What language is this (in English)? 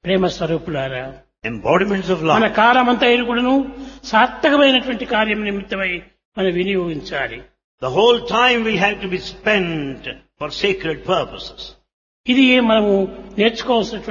Telugu